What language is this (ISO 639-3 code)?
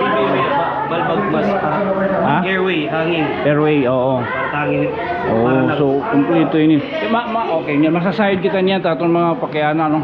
war